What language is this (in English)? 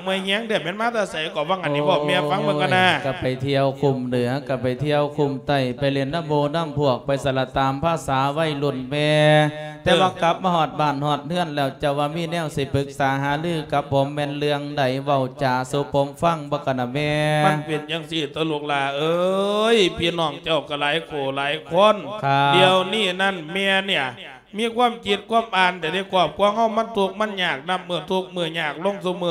Lao